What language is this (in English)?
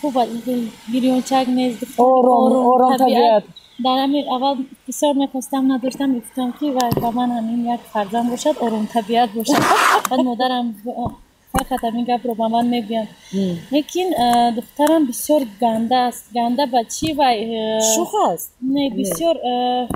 Tajik